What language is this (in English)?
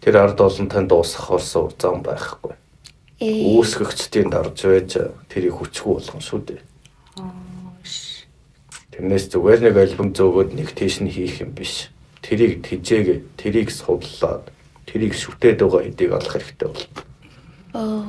Mongolian